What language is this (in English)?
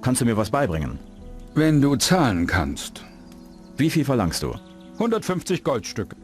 Bavarian